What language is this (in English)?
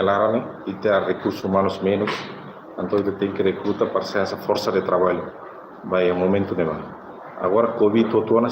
Tetum